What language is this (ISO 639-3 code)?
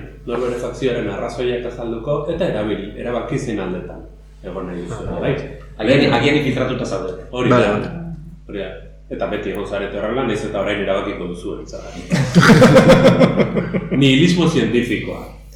eus